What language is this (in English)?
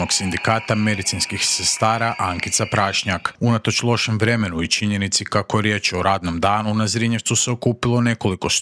Croatian